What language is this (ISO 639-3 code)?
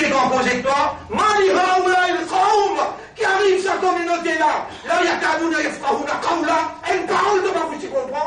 mfe